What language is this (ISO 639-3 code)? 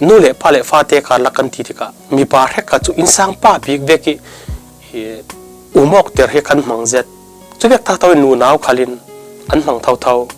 cfm